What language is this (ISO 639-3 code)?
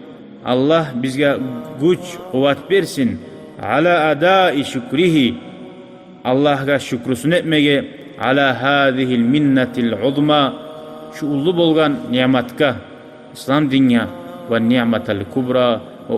kum